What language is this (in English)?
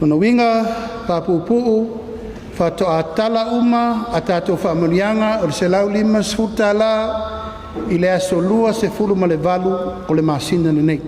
Samoan